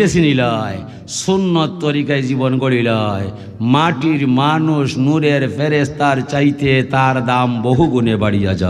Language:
Sylheti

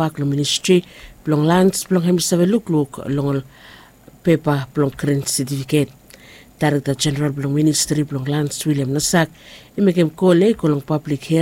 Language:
Bislama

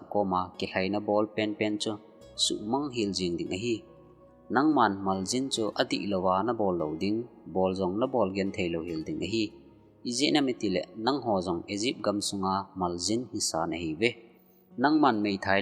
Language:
Thado Chin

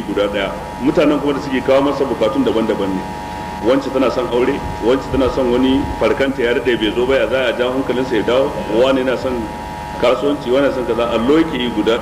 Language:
Hausa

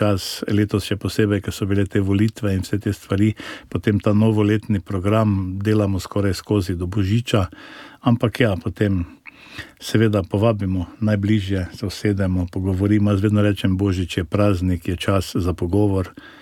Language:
Slovenian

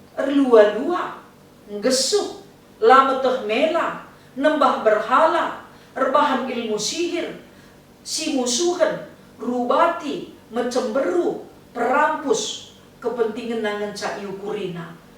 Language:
Batak Karo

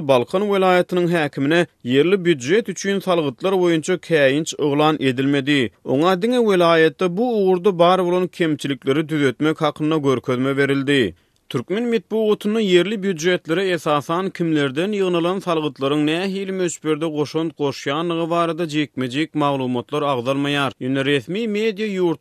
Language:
Turkmen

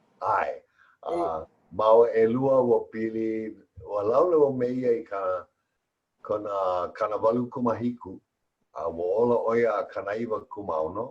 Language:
Hawaiian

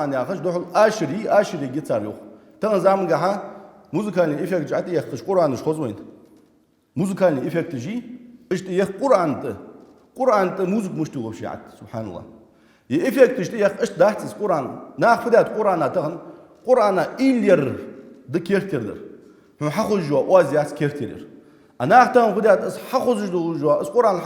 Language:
Ingush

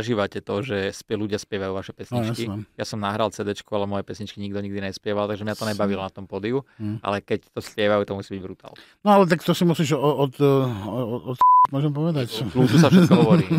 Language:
Slovak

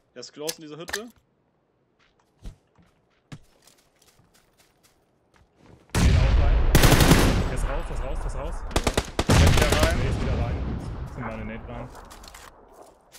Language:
German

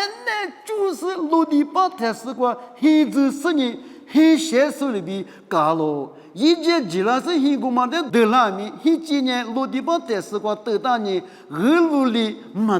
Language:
Lisu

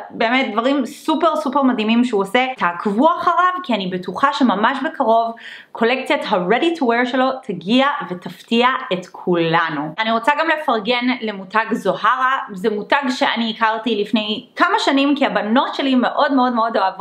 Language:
Hebrew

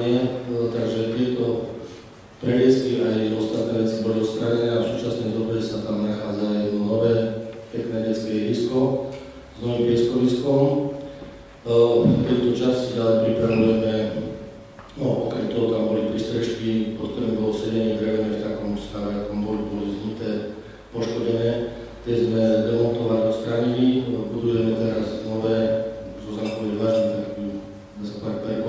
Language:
Slovak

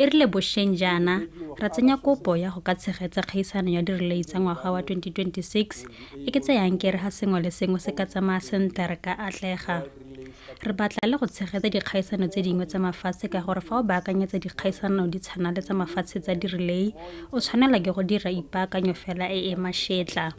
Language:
Tswana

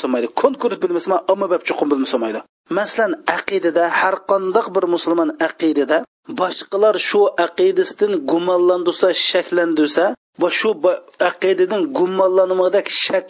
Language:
Uyghur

